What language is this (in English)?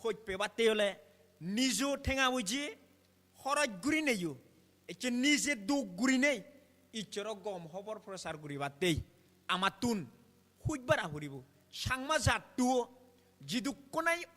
Chakma